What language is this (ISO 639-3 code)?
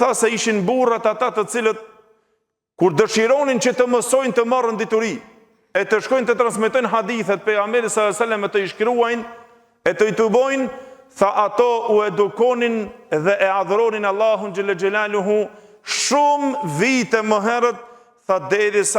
sqi